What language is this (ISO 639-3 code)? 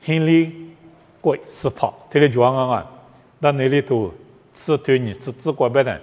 lis